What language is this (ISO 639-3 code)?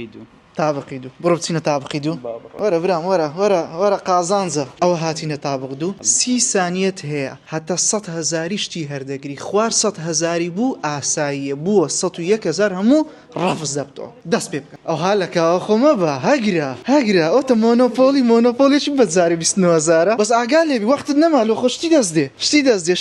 ckb